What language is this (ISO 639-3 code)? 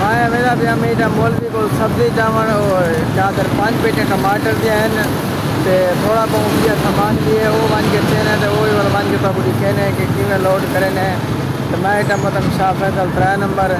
skr